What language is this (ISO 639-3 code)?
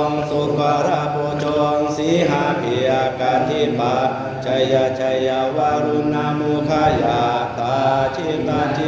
pli